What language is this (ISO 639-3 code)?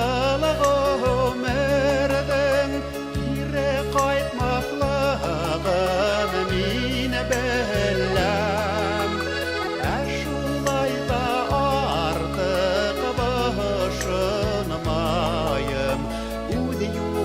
bak